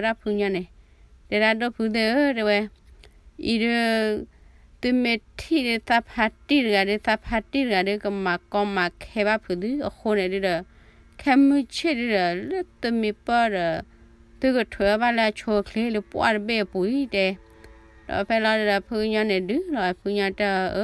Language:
S'gaw Karen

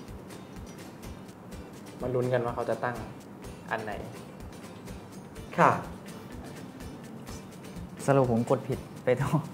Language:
Thai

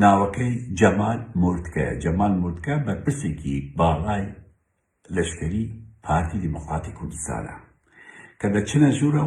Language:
Central Kurdish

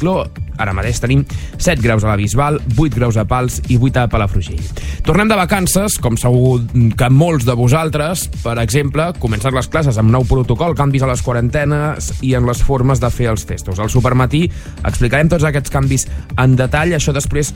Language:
Catalan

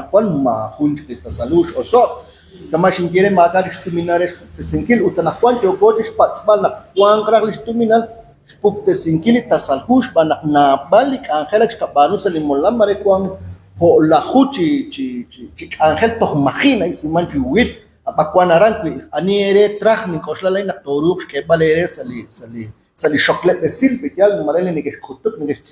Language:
Kekchí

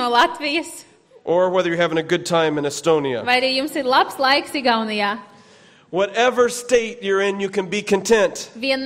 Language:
Latvian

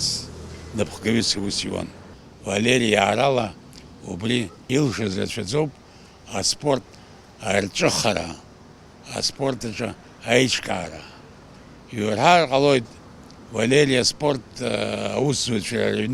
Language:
Abkhazian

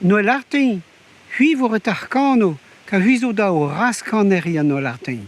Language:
Breton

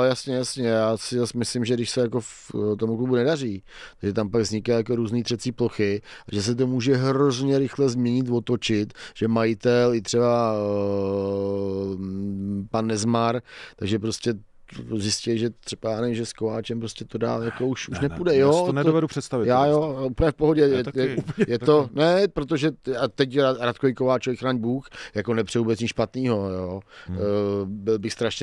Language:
Czech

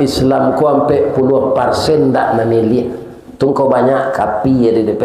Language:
Minangkabau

